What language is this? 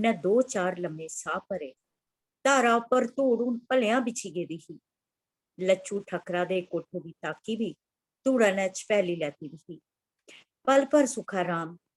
Dogri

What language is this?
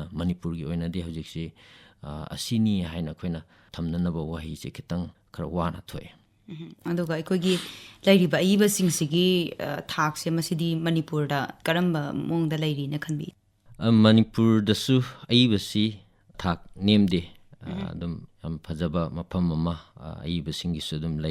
Manipuri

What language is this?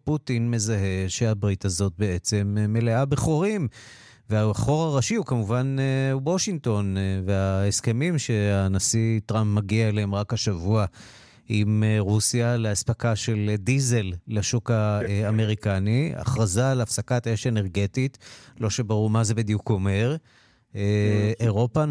Hebrew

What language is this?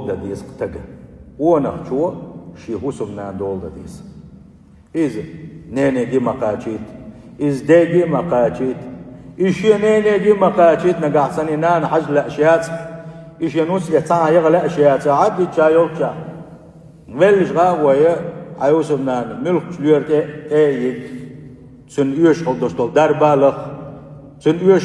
Chechen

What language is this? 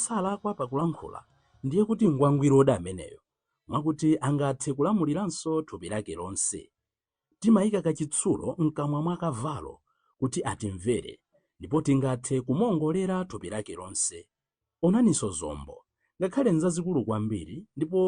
Nyanja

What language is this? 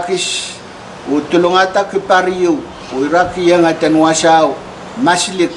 Pohnpeian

